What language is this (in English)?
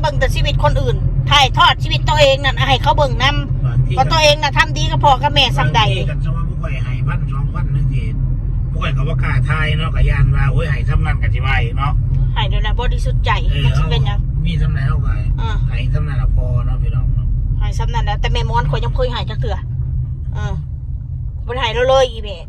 Northeastern Thai